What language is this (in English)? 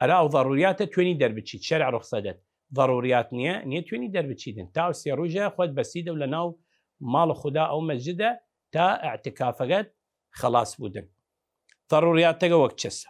Southern Kurdish